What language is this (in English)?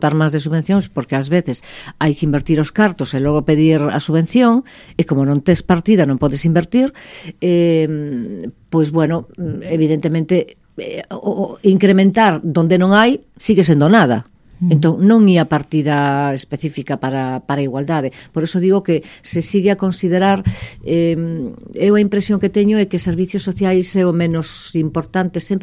Galician